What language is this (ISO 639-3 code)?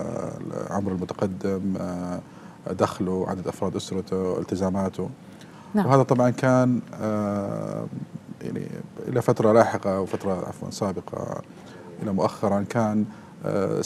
ara